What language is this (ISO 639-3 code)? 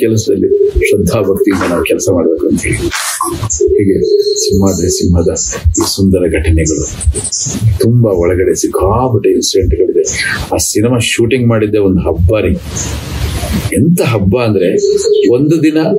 kan